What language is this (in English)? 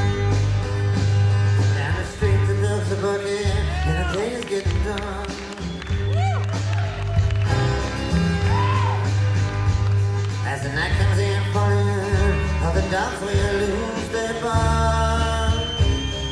English